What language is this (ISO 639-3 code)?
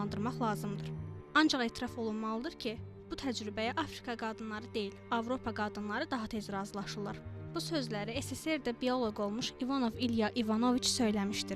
aze